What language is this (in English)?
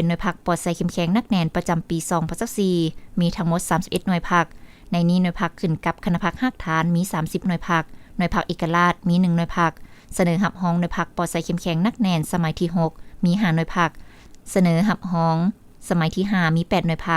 Lao